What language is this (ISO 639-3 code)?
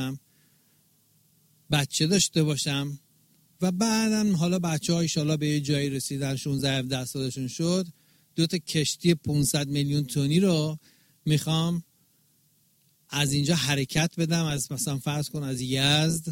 fas